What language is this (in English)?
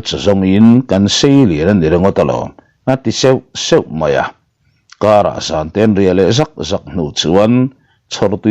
Mizo